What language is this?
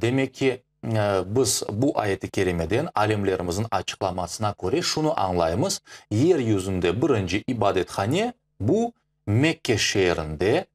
Crimean Tatar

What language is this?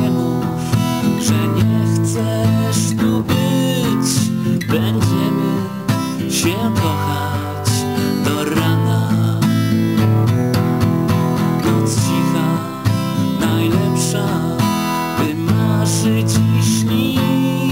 Polish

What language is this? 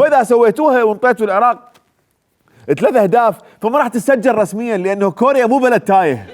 Mesopotamian Arabic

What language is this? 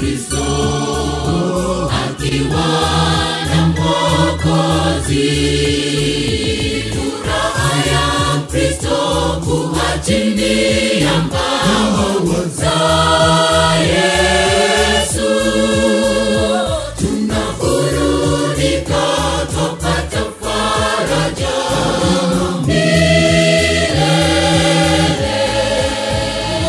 Swahili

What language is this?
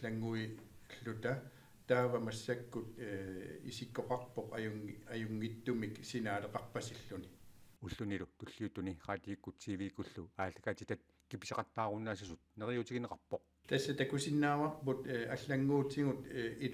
Kalaallisut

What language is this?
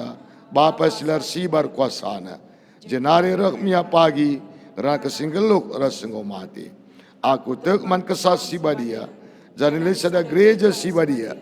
Batak Karo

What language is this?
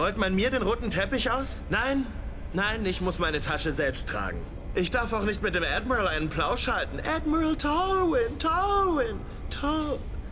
German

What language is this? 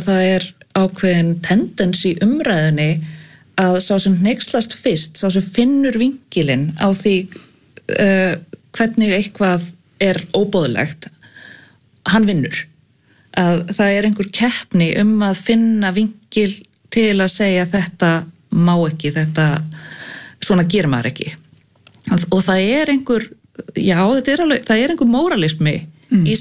Icelandic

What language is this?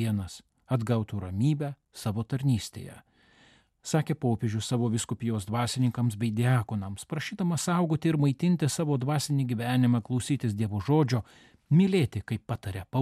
Lithuanian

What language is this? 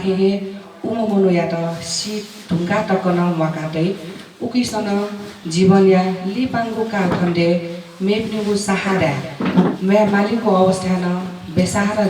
Newari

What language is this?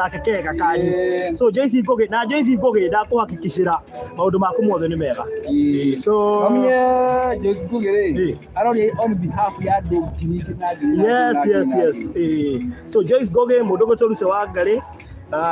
Kikuyu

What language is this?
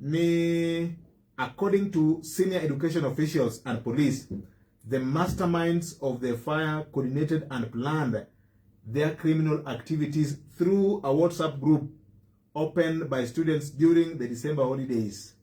Luo (Kenya and Tanzania)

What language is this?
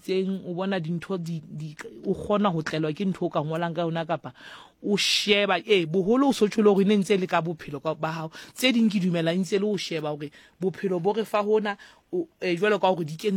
Southern Sotho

